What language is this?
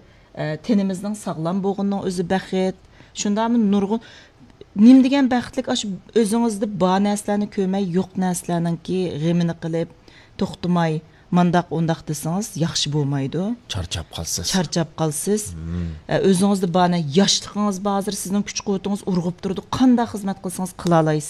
Uyghur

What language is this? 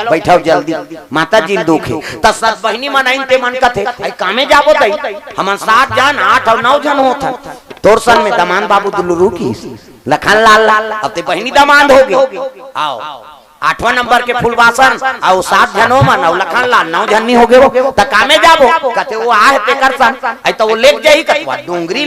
Chhattisgarhi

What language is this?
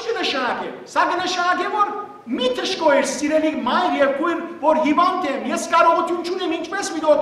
Western Armenian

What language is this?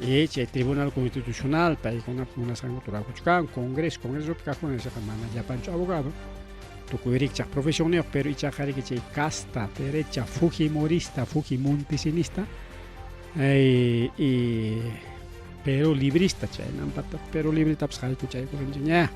Ayacucho Quechua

